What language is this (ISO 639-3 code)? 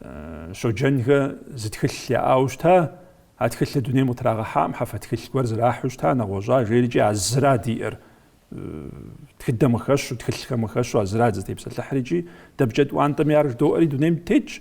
kbd